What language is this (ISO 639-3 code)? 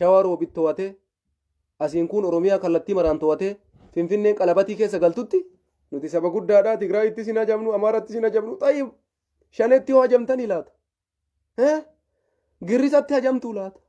orm